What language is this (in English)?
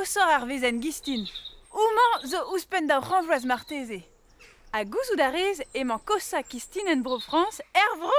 Breton